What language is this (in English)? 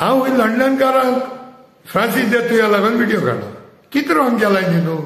Konkani